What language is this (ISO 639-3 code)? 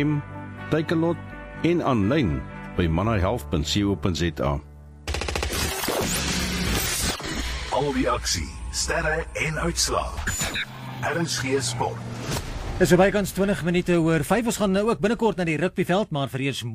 afr